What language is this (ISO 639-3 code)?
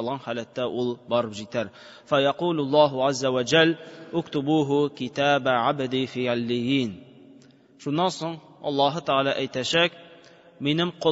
tat